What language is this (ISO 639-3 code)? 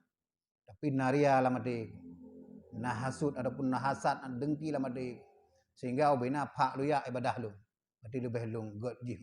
ace